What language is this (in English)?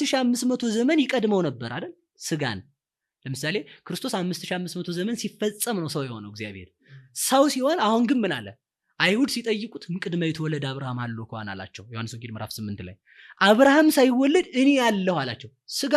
Amharic